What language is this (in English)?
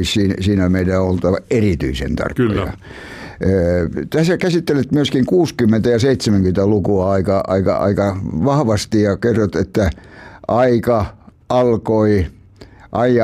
Finnish